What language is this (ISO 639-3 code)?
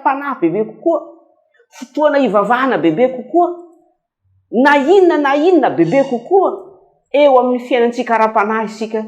mlg